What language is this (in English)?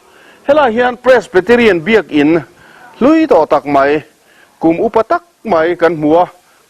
Mizo